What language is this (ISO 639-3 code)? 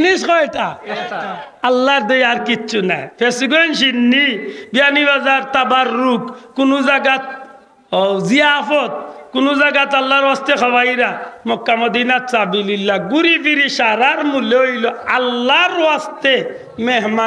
syl